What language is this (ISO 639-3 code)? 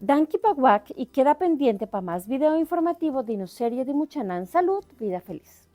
pap